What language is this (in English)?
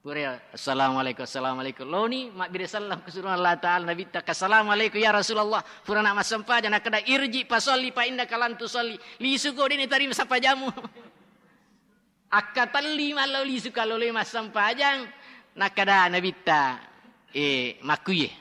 Buginese